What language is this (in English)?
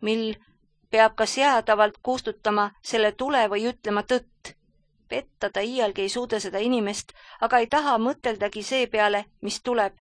Estonian